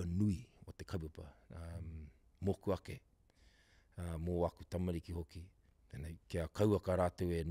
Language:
Māori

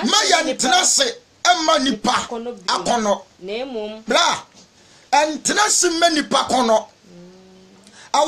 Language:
Akan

